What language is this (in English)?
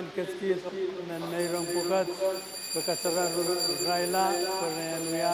Pohnpeian